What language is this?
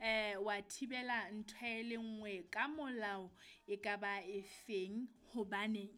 Southern Sotho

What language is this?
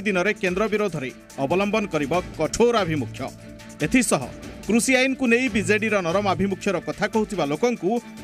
Odia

